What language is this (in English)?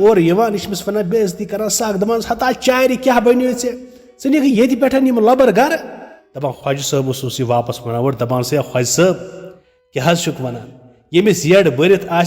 Kashmiri